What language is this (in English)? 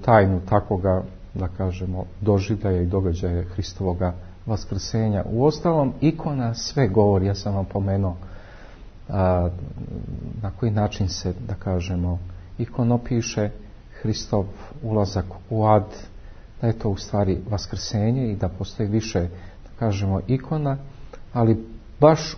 Serbian